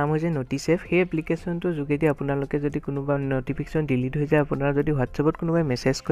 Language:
Assamese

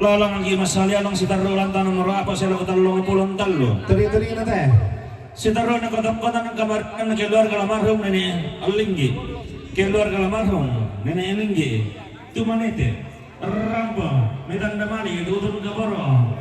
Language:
Toraja-Sa'dan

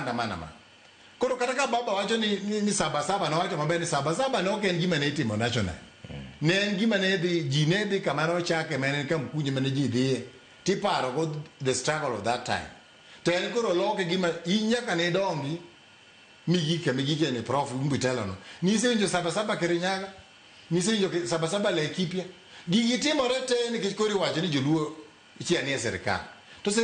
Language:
Luo (Kenya and Tanzania)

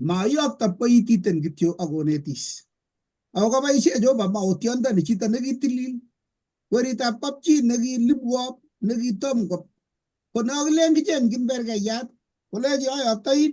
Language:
Kalenjin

